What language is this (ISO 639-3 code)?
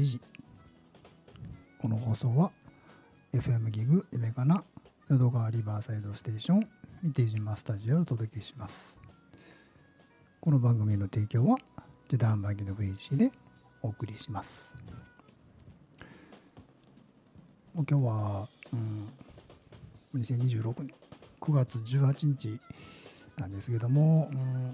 jpn